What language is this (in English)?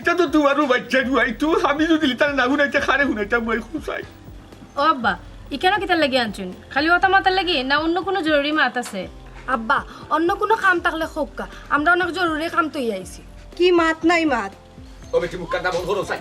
Sylheti